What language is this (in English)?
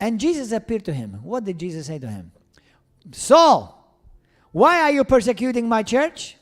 English